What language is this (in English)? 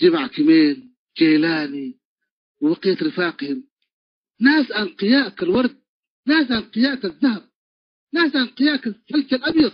Tigre